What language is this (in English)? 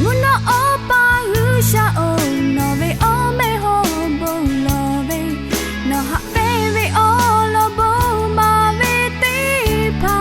Lahu